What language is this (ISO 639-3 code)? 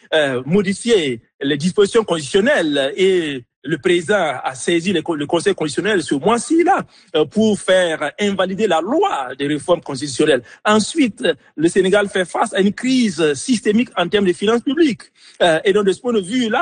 fra